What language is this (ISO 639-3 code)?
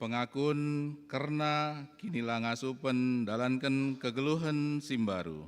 btx